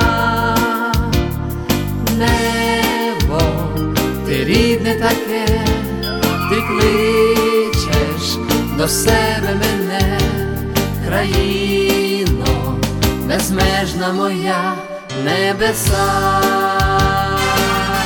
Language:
Ukrainian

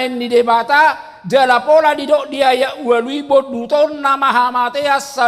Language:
Batak Toba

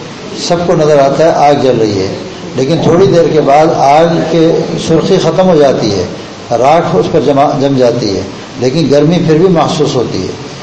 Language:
Urdu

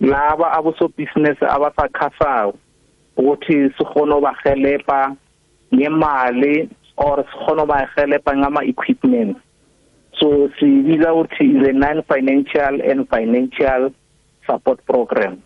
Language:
South Ndebele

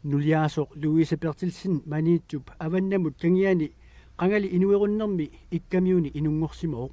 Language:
Kalaallisut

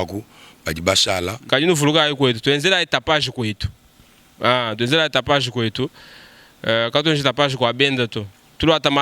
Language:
Luba-Lulua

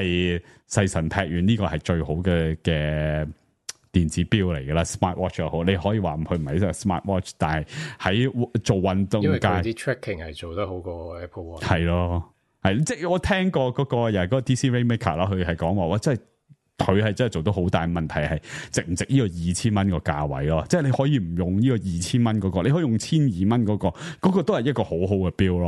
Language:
Cantonese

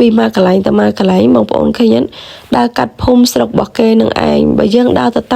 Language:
Khmer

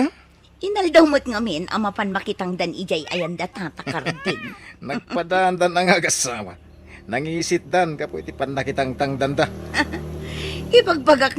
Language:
Iloko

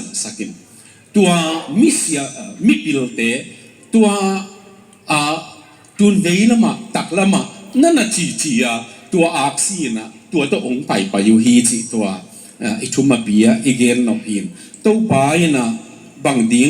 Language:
Tedim Chin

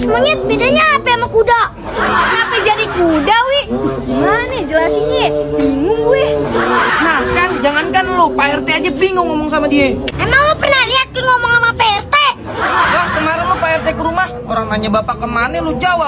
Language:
Betawi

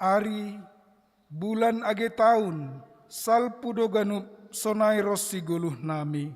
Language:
Batak Simalungun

